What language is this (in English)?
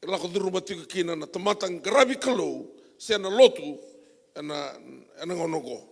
Fijian